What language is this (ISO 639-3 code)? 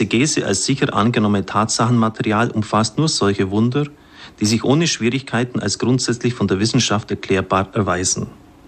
deu